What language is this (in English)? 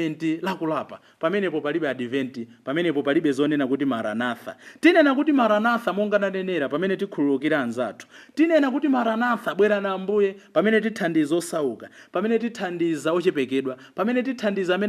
Nyanja